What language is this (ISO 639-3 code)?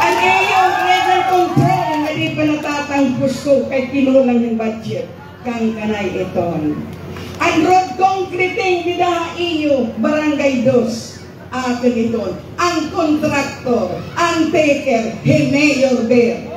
war